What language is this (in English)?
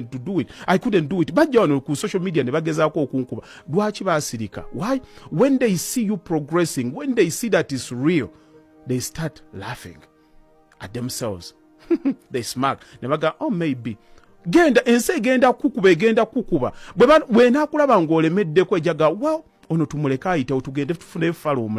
Ganda